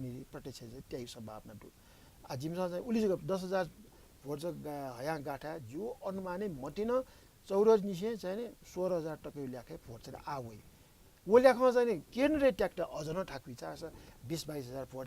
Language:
Newari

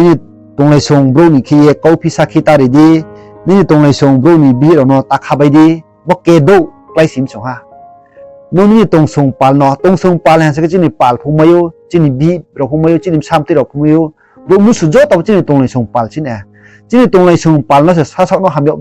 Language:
Riang (India)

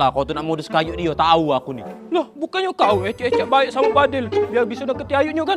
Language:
Musi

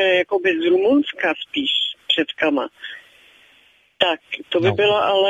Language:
Czech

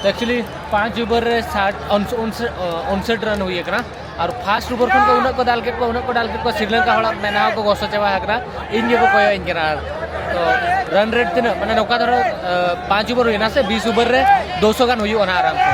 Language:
Santali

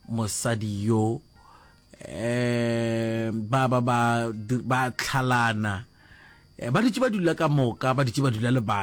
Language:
Northern Sotho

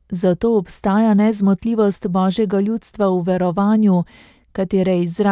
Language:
Slovenian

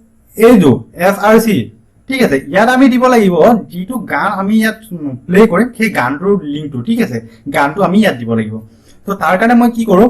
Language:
Assamese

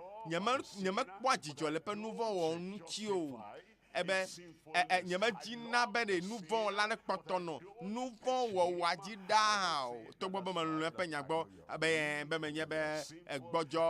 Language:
Ewe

